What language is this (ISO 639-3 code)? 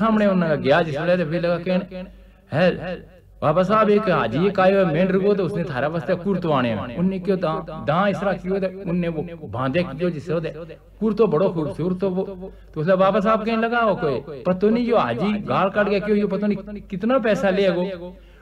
gju